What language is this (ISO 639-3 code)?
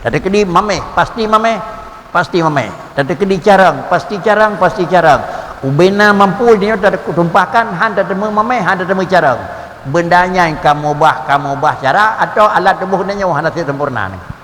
ace